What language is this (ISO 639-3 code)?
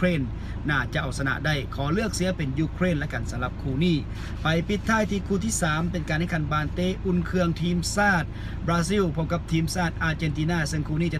lao